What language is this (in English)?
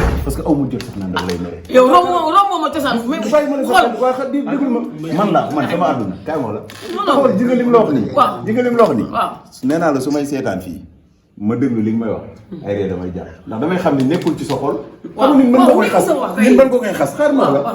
Wolof